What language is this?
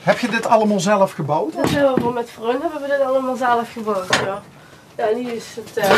Limburgish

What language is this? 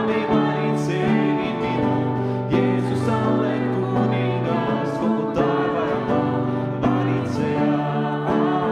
Estonian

